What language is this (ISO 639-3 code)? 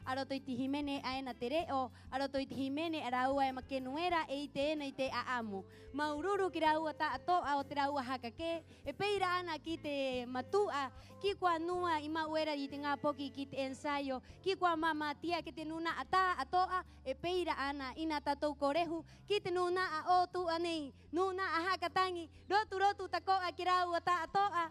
rap